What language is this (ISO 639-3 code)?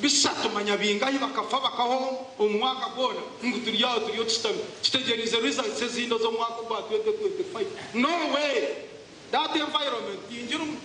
nyn